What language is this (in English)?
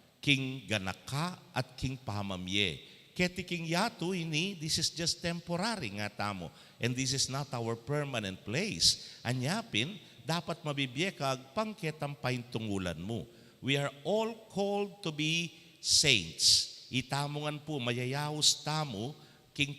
Pampanga